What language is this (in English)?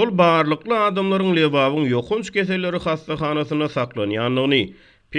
Turkmen